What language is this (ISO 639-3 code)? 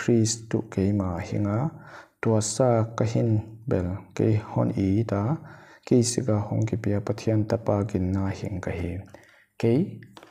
pck